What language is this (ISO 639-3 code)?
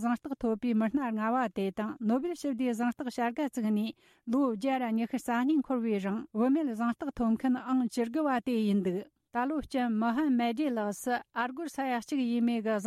bod